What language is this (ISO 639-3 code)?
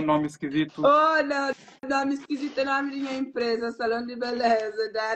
kea